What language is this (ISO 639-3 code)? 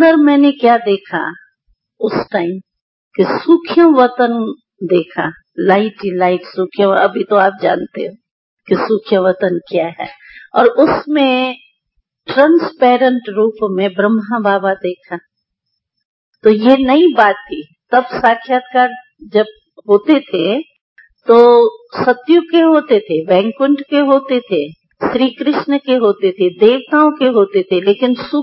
hin